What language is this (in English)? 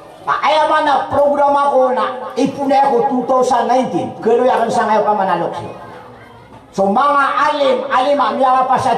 Maranao